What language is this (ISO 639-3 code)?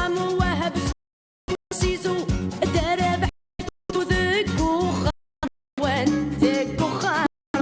kab